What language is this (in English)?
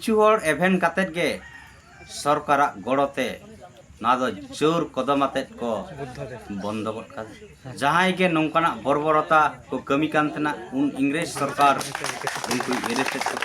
Santali